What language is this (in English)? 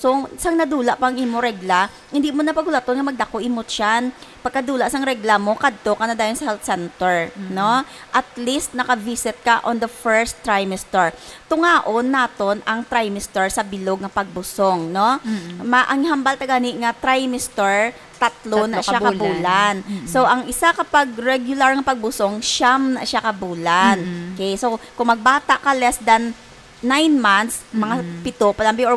Hiligaynon